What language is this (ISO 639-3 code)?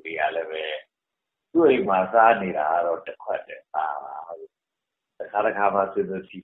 mya